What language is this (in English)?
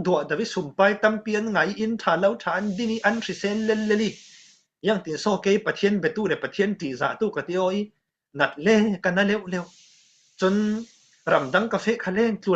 Falam Chin